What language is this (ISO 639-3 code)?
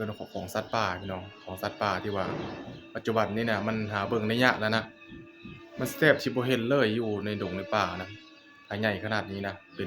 lao